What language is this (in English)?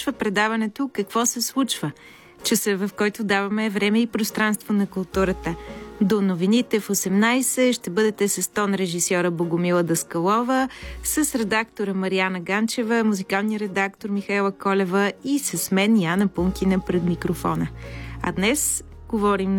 Bulgarian